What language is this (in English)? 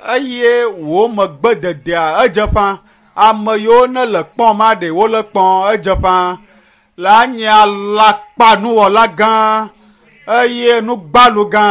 Ewe